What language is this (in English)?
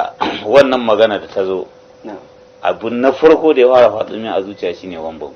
Hausa